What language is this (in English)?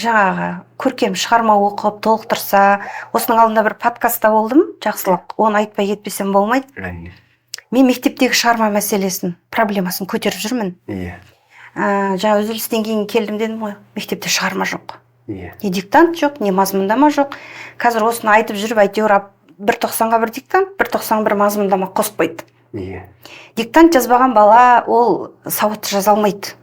Kazakh